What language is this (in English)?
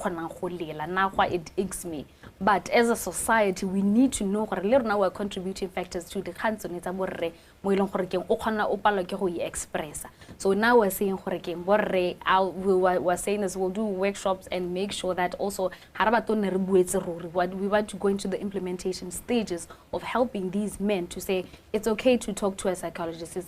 Tswana